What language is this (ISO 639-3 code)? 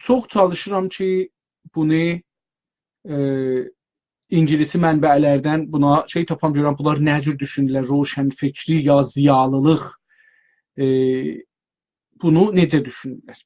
azb